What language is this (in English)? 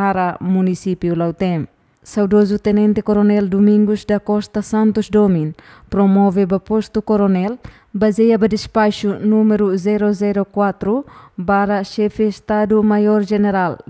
Tetum